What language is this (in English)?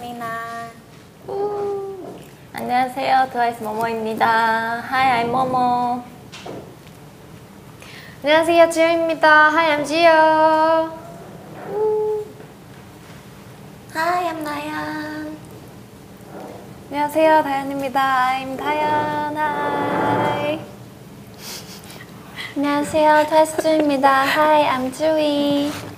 Korean